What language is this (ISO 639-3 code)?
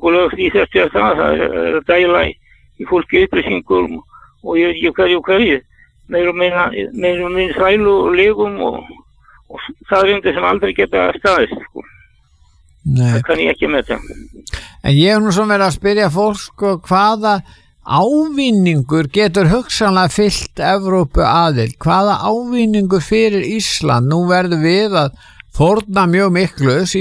isl